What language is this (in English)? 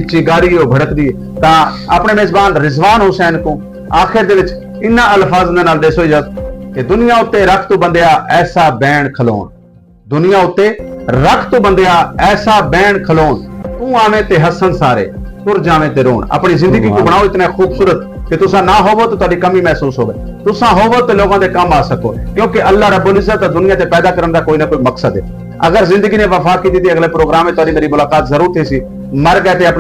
Saraiki